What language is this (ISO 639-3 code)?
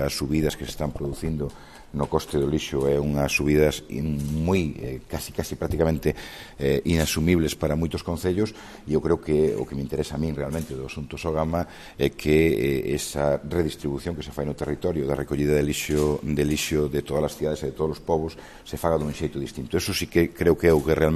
glg